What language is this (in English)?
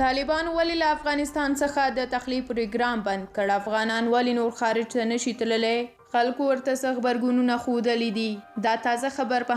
Pashto